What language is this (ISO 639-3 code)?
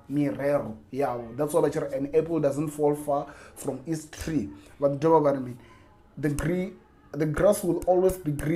ven